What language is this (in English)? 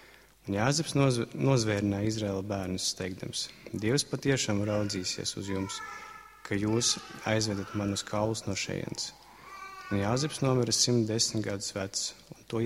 Latvian